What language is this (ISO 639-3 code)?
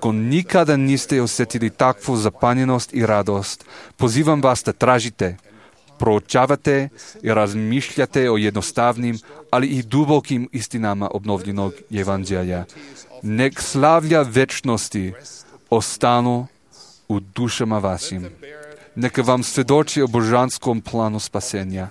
srp